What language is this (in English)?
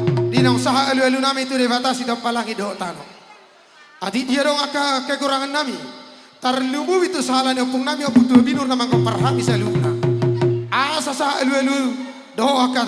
Batak Toba